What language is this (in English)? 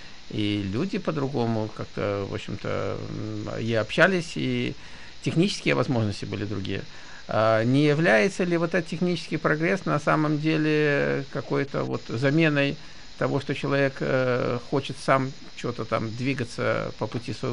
Russian